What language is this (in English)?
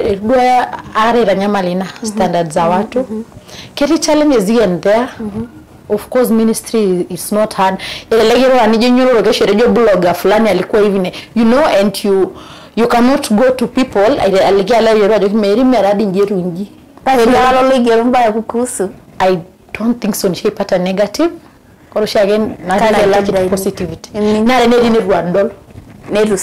Masai